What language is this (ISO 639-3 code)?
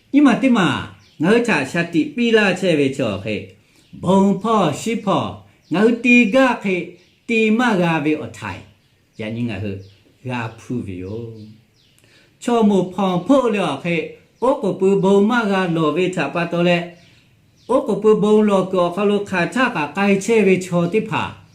lhu